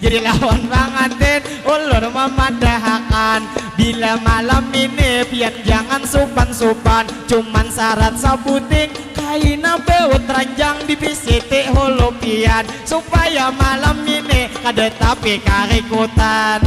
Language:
Banjar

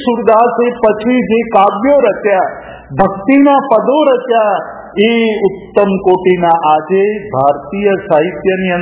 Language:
Gujarati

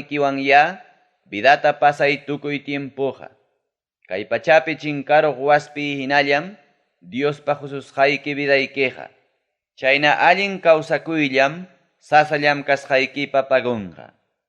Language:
Ayacucho Quechua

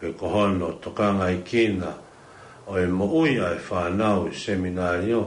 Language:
Tongan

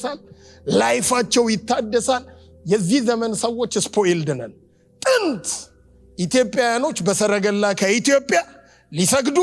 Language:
Amharic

